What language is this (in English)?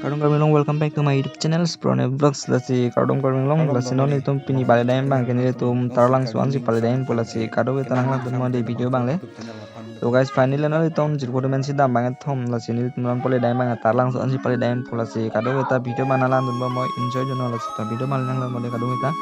Karbi